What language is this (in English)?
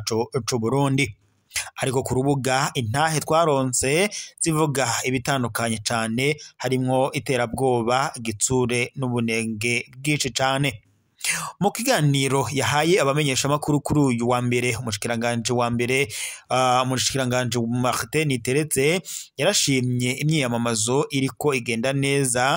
Rundi